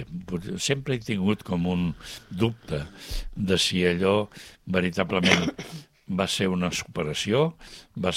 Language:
Catalan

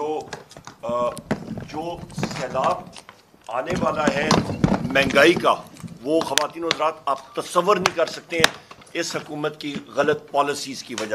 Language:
Urdu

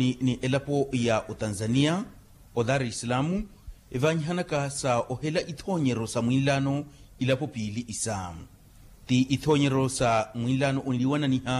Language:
Makhuwa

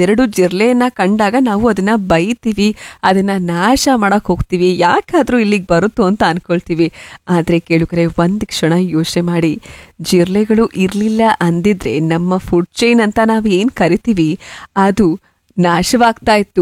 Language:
Kannada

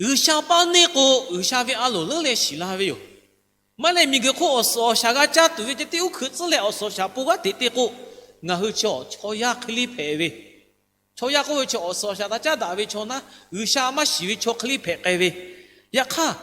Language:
Lahu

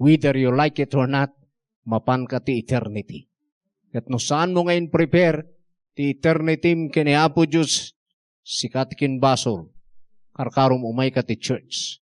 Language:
Iloko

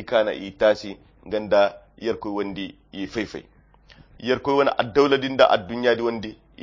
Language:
Koyra Chiini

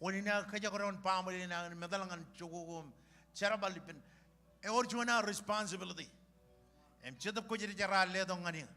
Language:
Marshallese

